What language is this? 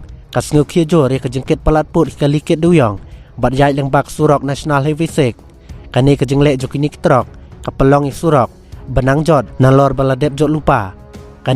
Khasi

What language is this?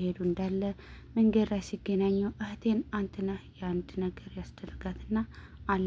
Amharic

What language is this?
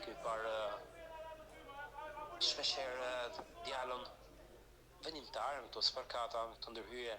Albanian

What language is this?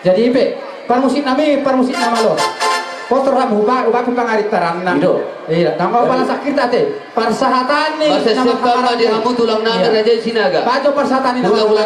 Batak Toba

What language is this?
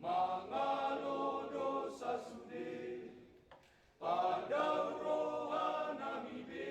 Batak Toba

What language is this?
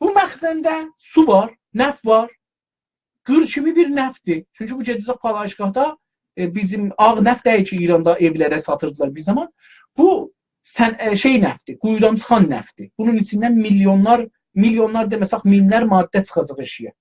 South Azerbaijani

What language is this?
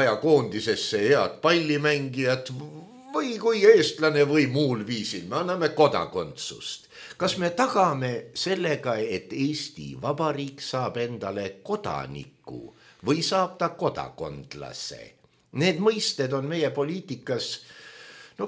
Estonian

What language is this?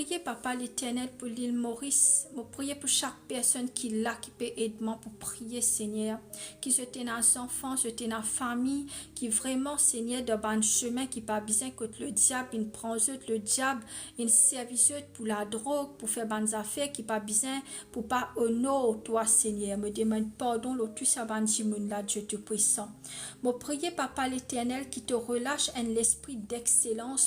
Morisyen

